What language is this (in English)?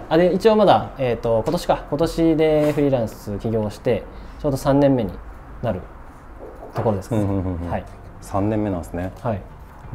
Japanese